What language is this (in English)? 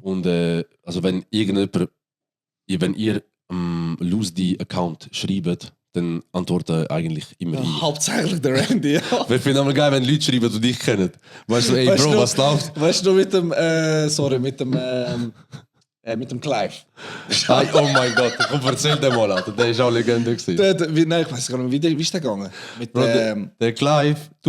Swiss German